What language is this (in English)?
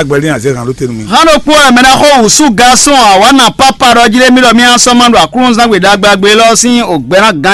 Fon